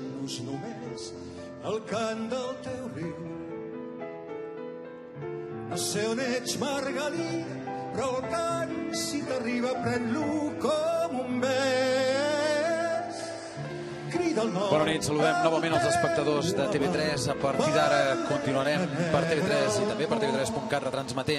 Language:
Catalan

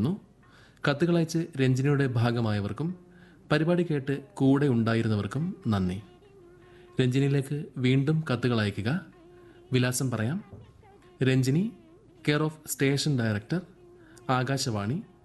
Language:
Malayalam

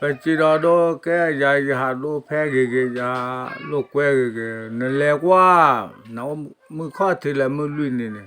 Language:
S'gaw Karen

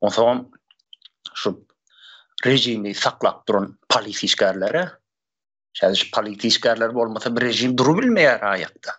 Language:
Turkmen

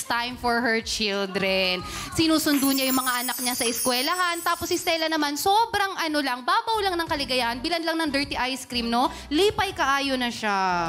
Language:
Filipino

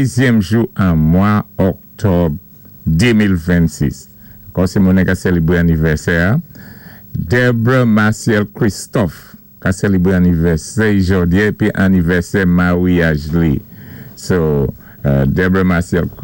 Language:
Saint Lucian Creole French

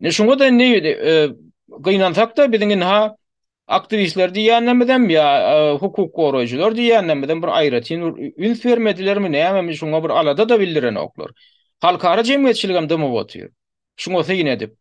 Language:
Turkmen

